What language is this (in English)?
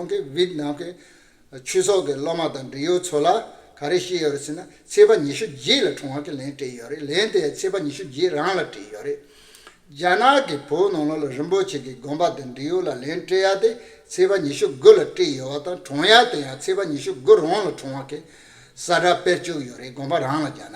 Tibetan